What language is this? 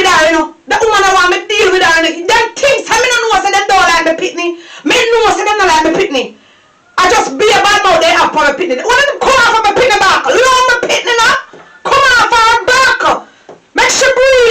Jamaican Creole English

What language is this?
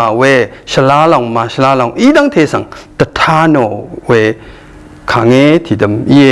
Rawang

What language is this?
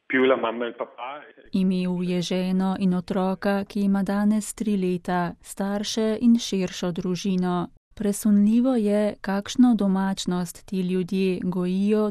Slovenian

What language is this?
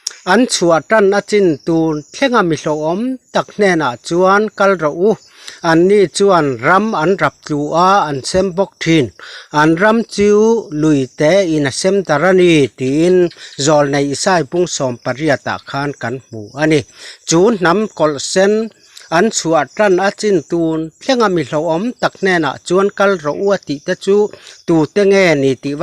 Mizo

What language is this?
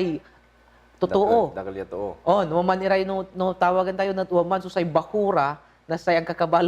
Pangasinan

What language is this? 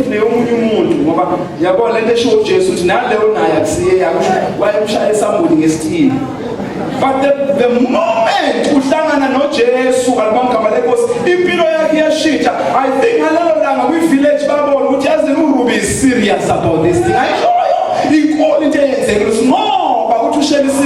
Zulu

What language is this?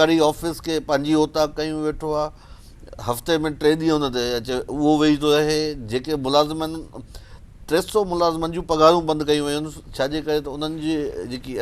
Sindhi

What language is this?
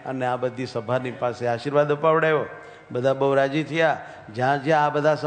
Gujarati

